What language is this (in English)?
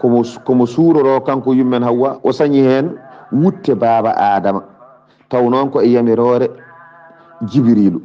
Fula